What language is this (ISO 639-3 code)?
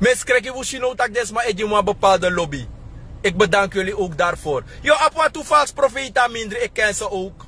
srn